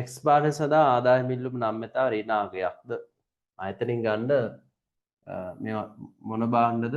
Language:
Sinhala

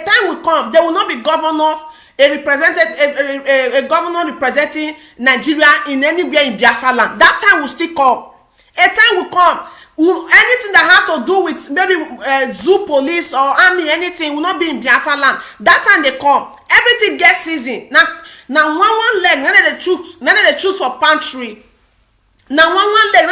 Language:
Nigerian Pidgin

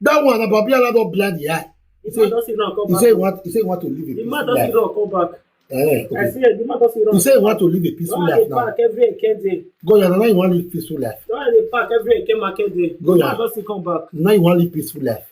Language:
Nigerian Pidgin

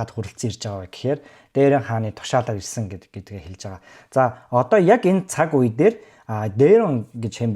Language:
Mongolian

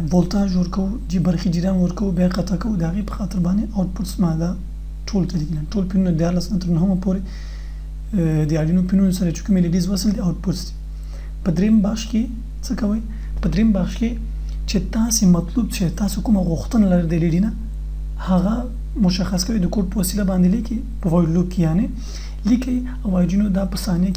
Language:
Pashto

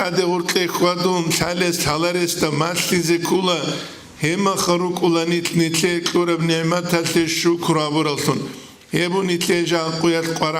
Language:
Avaric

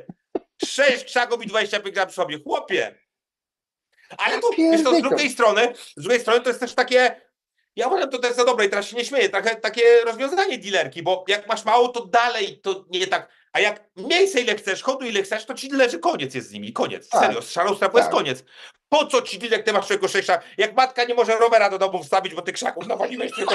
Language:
Polish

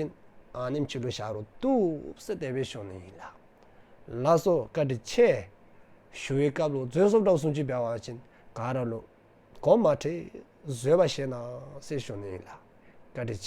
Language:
Dzongkha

